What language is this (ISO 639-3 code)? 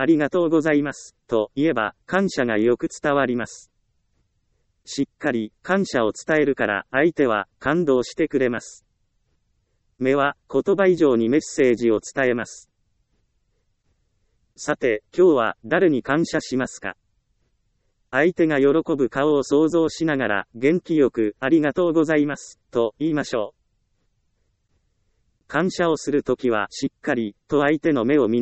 jpn